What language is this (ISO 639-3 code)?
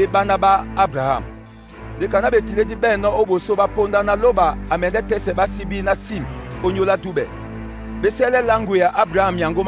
dua